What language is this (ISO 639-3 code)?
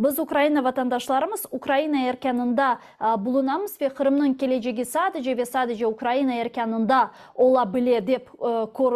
crh